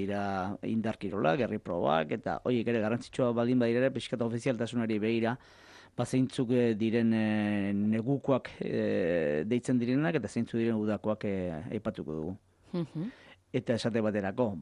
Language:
Basque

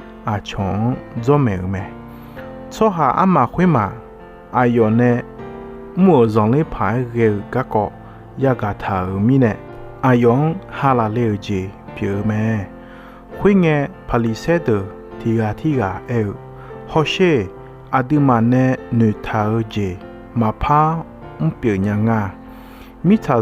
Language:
Akha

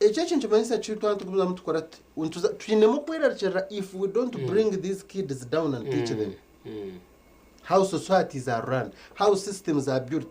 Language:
Nyankole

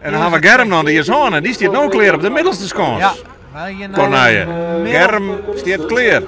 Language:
Western Frisian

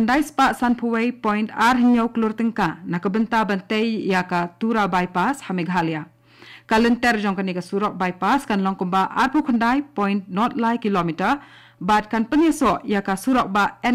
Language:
Khasi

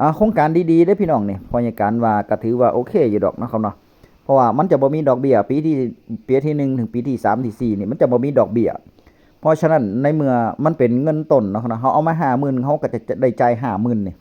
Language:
Northeastern Thai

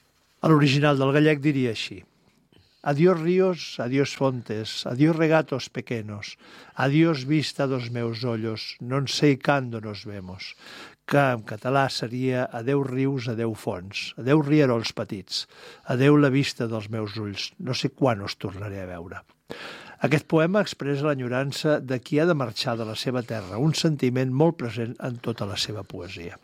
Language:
Catalan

